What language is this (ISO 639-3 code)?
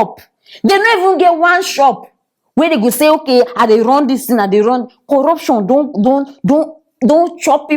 pcm